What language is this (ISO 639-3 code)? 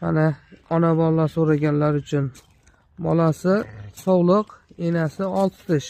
uzb